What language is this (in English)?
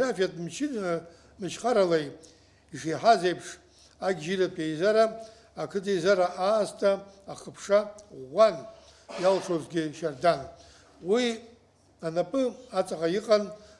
Abkhazian